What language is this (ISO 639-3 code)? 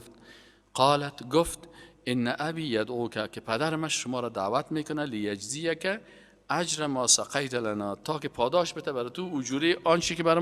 fas